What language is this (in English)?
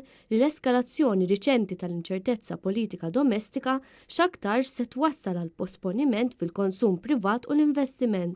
Maltese